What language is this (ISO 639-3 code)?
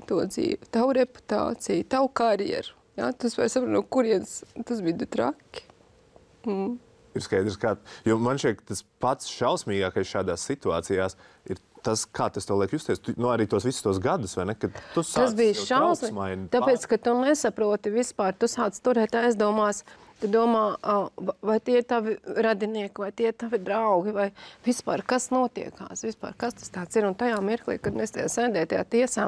lav